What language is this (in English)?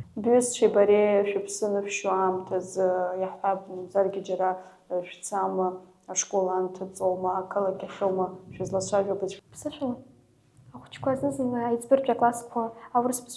Abkhazian